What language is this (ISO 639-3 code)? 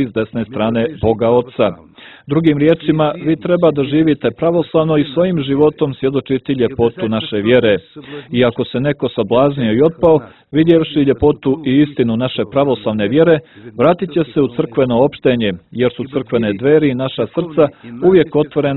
srp